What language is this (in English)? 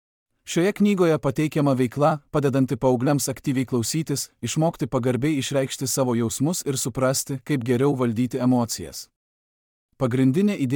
Lithuanian